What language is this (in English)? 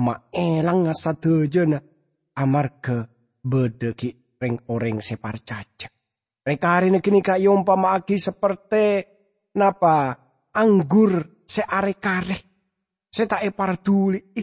Madurese